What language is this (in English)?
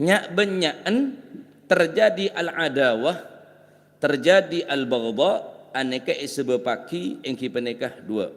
Madurese